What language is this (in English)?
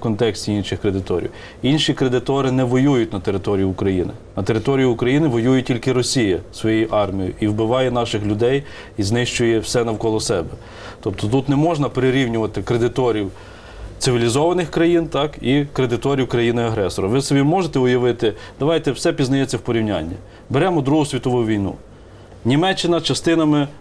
Ukrainian